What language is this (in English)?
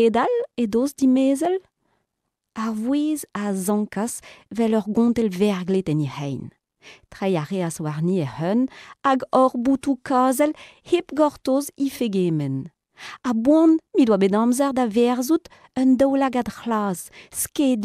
Breton